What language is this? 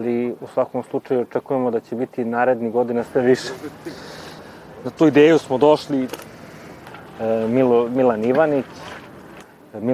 Serbian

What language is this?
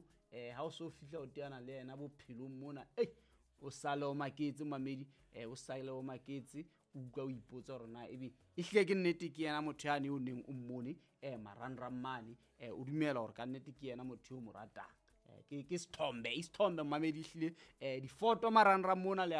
Southern Sotho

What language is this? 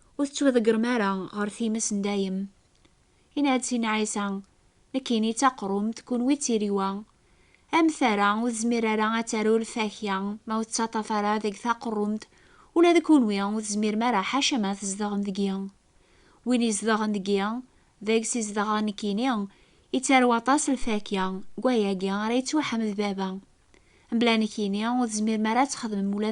Kabyle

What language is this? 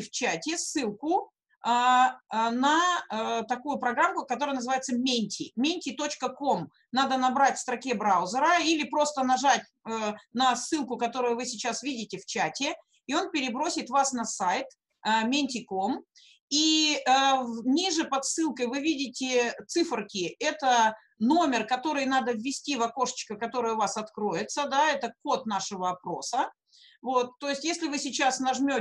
Russian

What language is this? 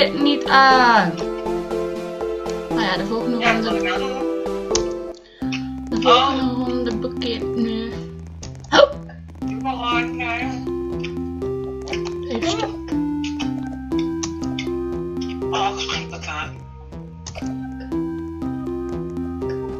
Dutch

